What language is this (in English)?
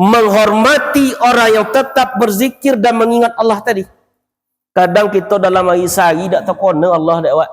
Minangkabau